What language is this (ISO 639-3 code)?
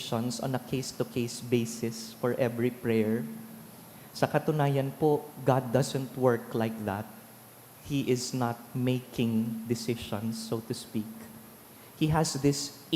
bik